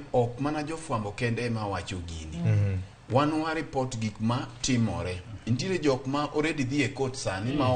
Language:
Luo (Kenya and Tanzania)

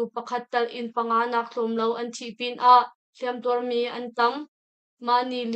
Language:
Hakha Chin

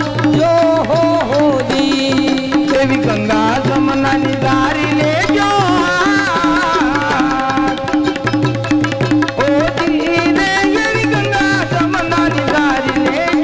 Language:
Gujarati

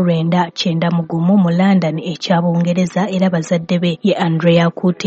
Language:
Ganda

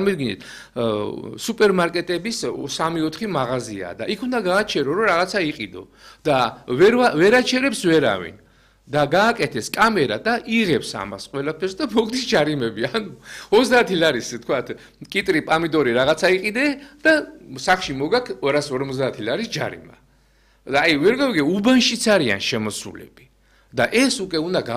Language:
Georgian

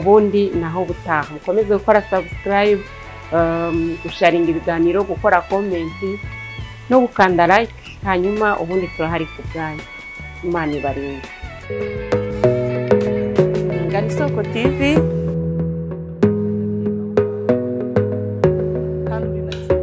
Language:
Kinyarwanda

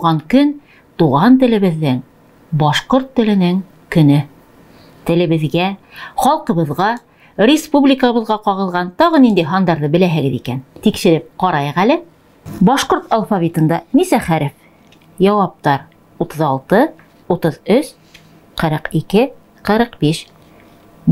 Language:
Bashkir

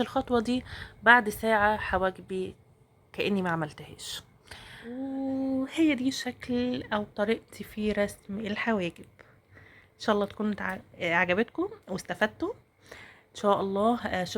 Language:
Egyptian Arabic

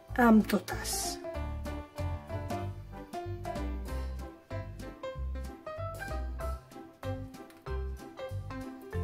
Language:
Catalan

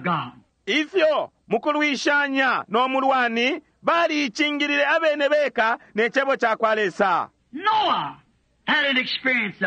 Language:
Bemba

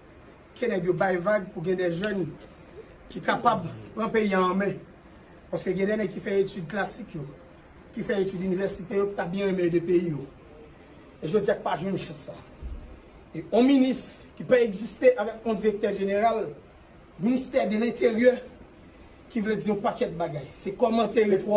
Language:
Haitian Creole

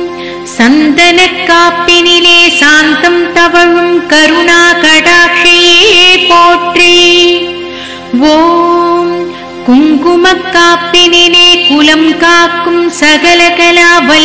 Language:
Tamil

